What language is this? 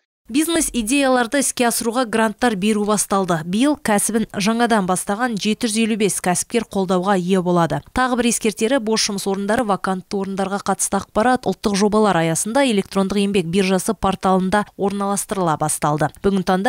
Kazakh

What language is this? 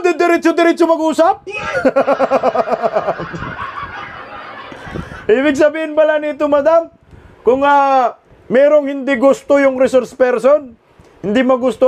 Filipino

